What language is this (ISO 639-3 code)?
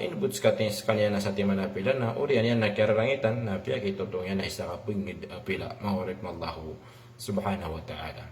mrw